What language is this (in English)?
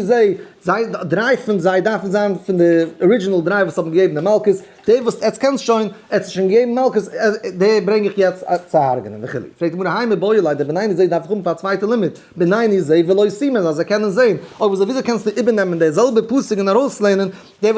Yiddish